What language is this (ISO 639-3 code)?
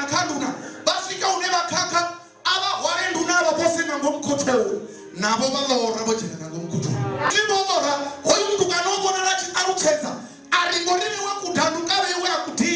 ven